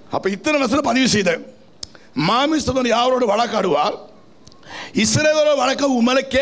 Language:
Tamil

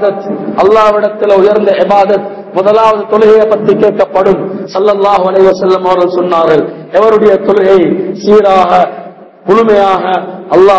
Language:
Tamil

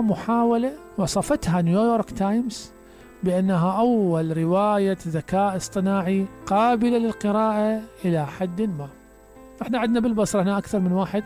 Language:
Mesopotamian Arabic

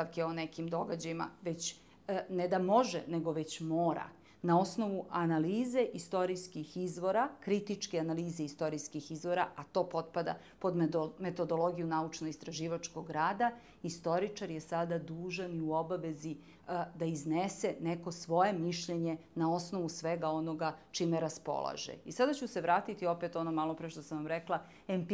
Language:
Serbian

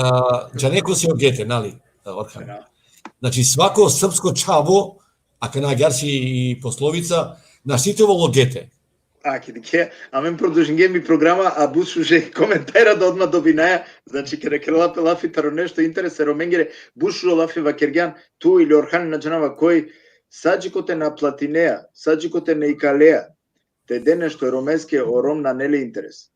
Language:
Balkan Romani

